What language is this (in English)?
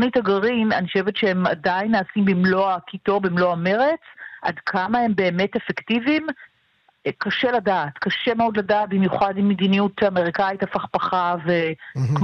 Hebrew